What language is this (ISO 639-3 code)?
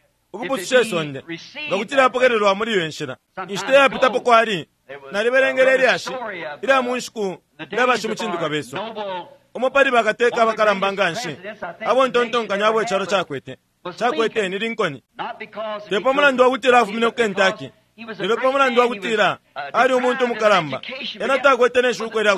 bem